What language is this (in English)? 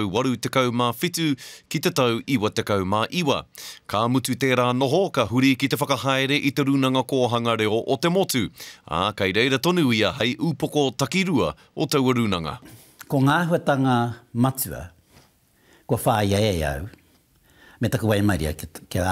Māori